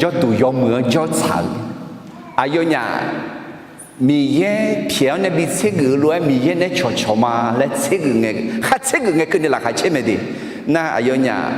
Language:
Akha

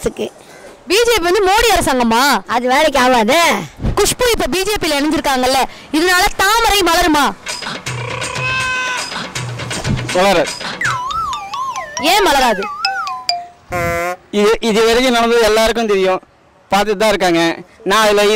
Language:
Tamil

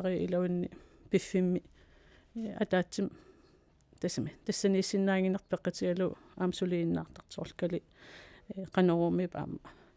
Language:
Kalaallisut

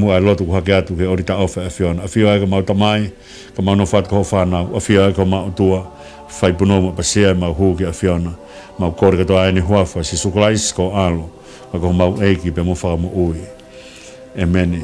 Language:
Tongan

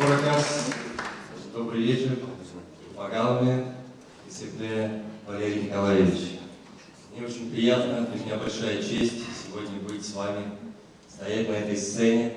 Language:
Chuvash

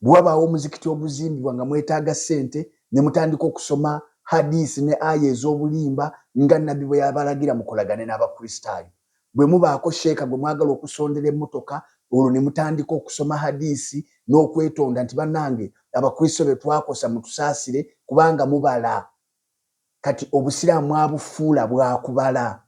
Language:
Ganda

